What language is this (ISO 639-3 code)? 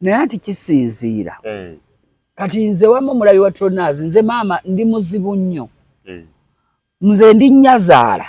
lug